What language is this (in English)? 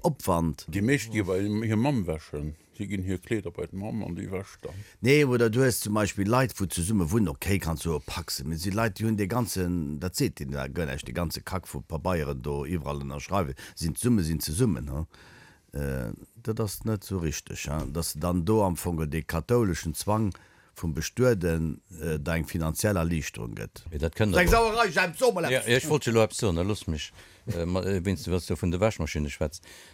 Luxembourgish